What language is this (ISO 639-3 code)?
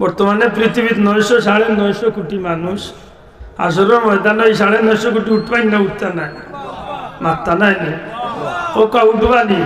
syl